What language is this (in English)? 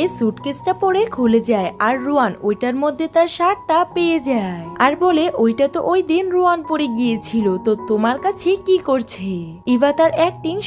Bangla